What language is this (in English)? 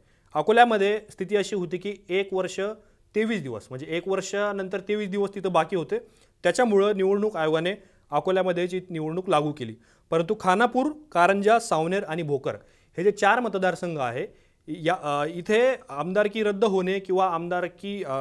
Marathi